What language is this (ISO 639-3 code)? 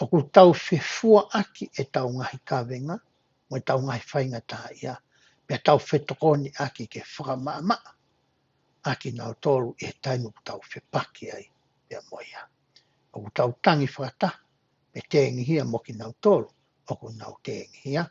ton